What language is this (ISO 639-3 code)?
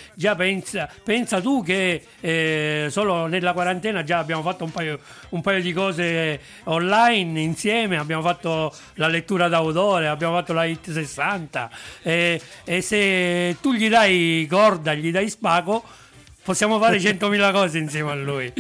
ita